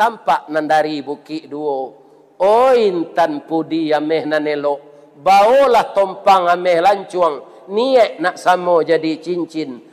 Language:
Minangkabau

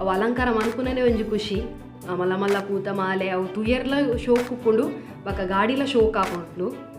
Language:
Tulu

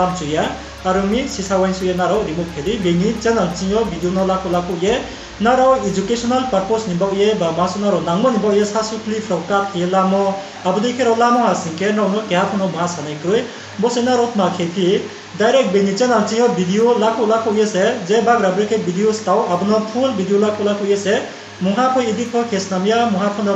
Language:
Riang (India)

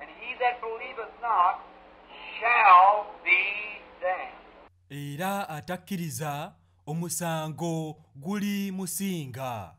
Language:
Ganda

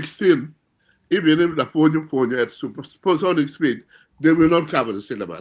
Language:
Acoli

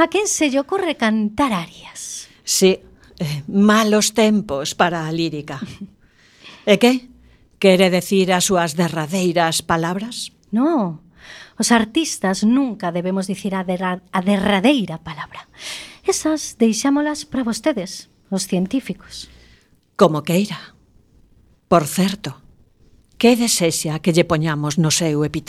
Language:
Galician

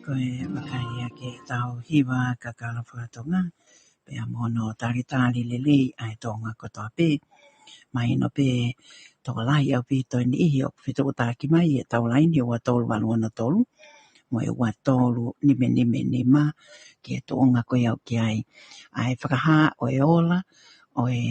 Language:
Tongan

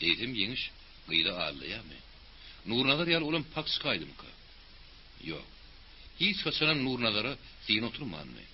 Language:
Turkmen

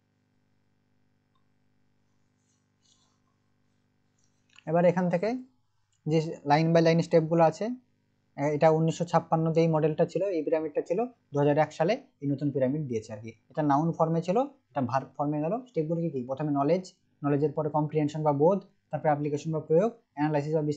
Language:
Bangla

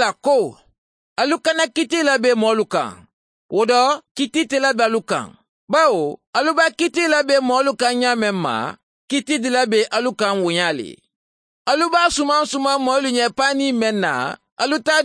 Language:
Mandingo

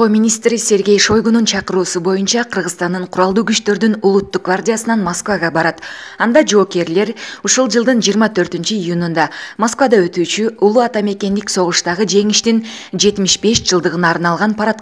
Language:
Kyrgyz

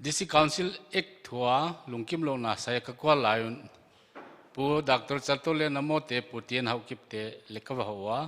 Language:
Paite Chin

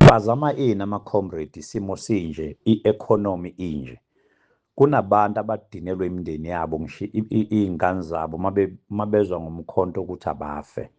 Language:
Zulu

